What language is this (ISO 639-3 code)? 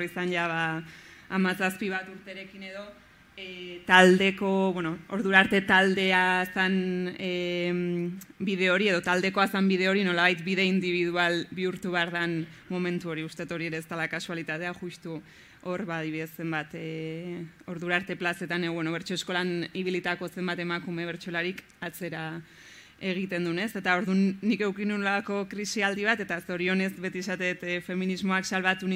eus